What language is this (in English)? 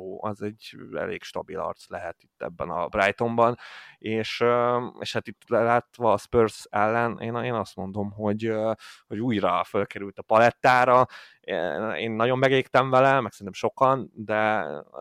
Hungarian